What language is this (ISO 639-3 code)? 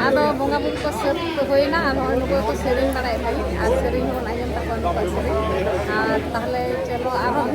sat